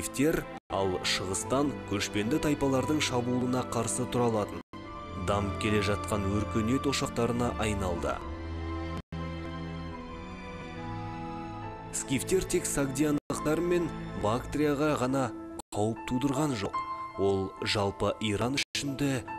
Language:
Kazakh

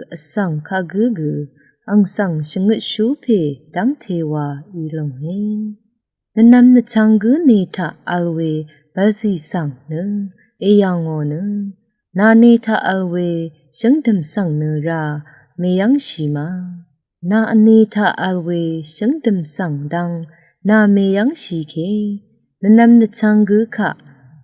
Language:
Rawang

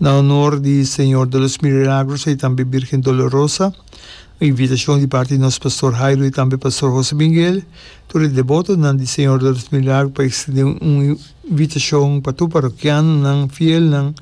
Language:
Papiamento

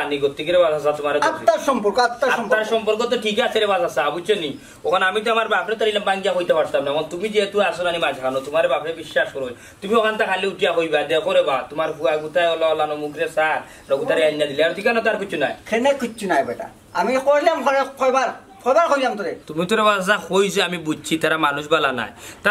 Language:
Sylheti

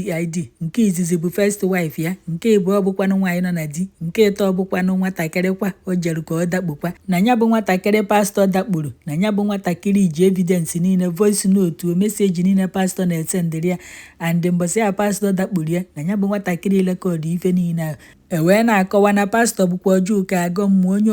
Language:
Igbo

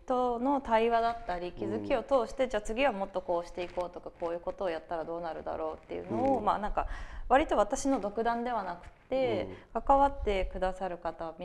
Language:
Japanese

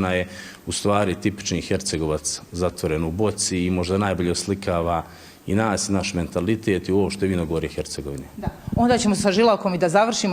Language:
Bosnian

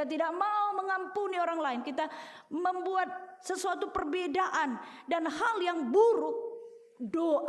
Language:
Batak Karo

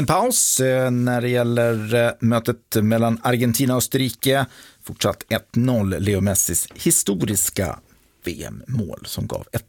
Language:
Swedish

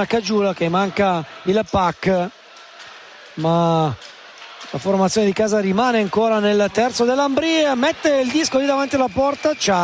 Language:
Italian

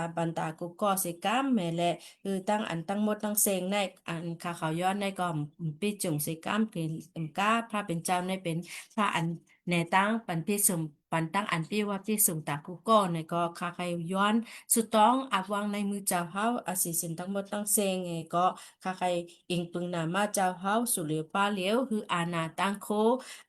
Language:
Shan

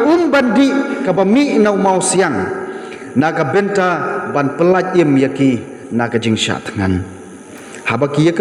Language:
Khasi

